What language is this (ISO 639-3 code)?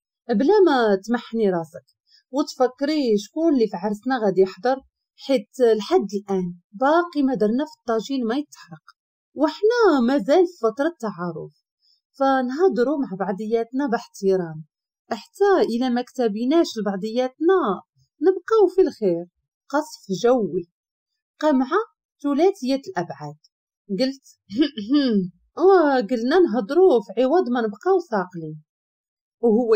ary